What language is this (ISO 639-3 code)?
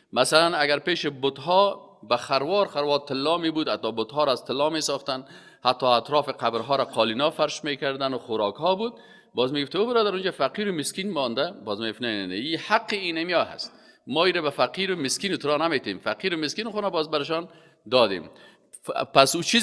fas